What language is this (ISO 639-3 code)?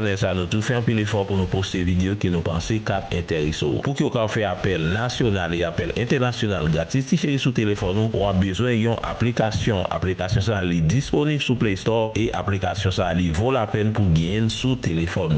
hat